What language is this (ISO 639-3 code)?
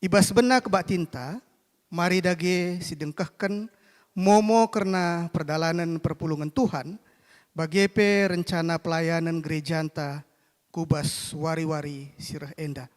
btx